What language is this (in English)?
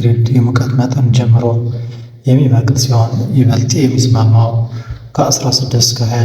Amharic